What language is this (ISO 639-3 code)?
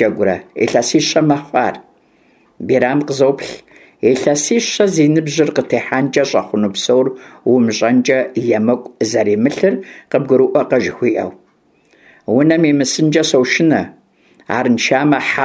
kbd